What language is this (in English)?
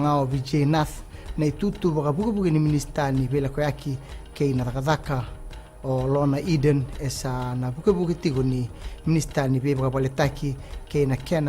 Fijian